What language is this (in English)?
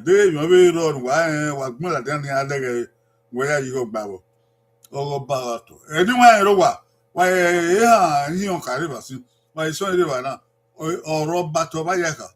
Bini